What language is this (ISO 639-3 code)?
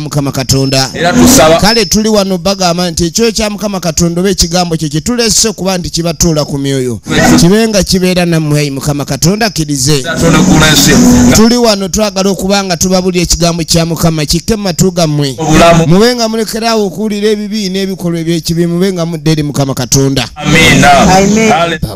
lug